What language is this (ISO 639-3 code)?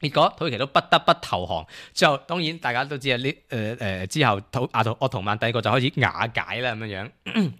yue